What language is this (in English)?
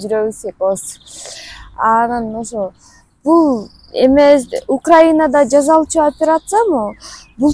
Kyrgyz